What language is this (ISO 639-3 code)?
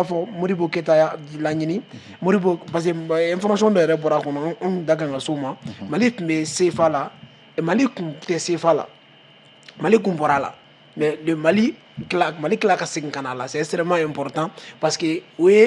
bam